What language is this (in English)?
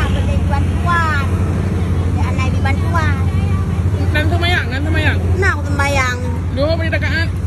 Achinese